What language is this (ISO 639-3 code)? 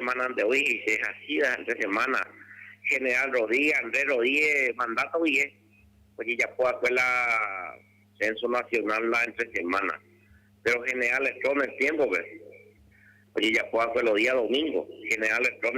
grn